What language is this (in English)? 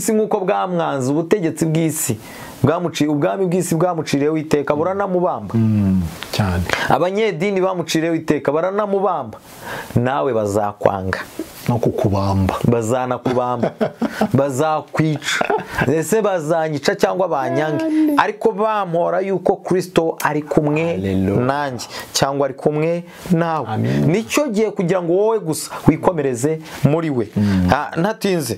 Kinyarwanda